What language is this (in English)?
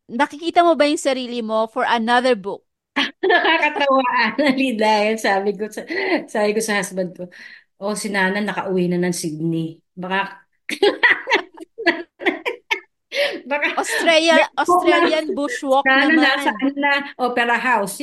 Filipino